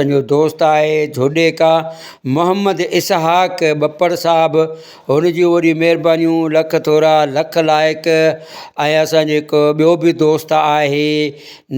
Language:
Sindhi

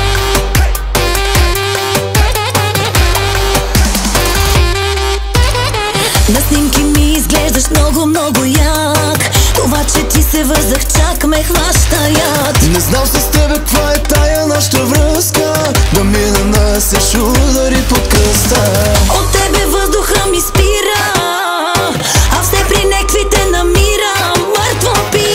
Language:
Bulgarian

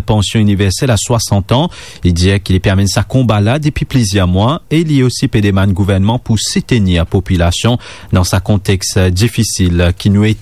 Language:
Morisyen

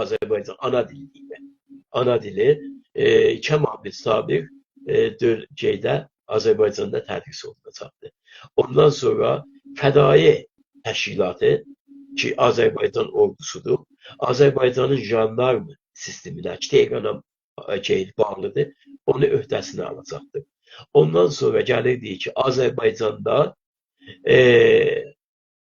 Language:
South Azerbaijani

